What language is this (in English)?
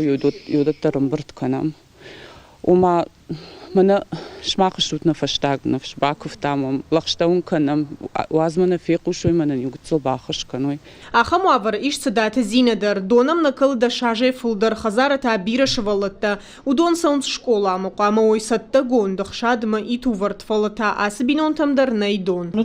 Ossetic